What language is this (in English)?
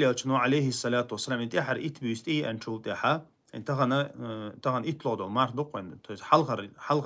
Chechen